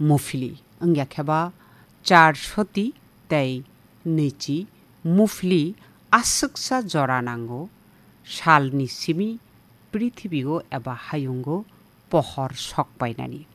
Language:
Kok Borok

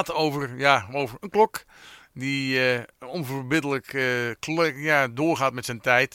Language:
Dutch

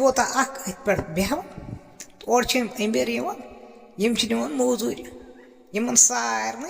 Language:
Kashmiri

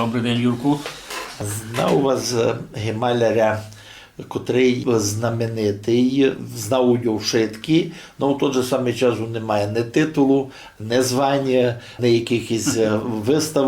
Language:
Rusyn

